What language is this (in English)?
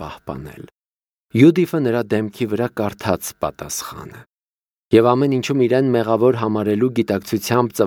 Armenian